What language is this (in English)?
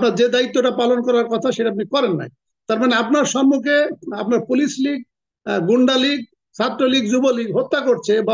Bangla